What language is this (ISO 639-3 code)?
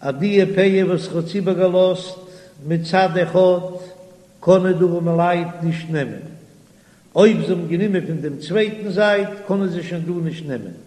yid